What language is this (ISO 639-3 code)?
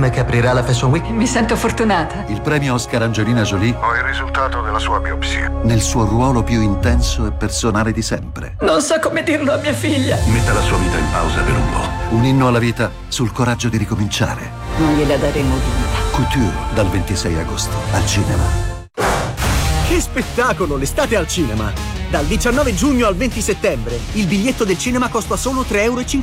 ita